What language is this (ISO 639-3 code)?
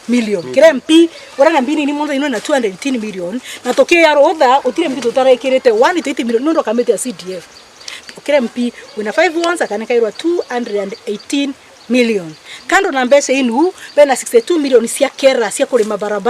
mer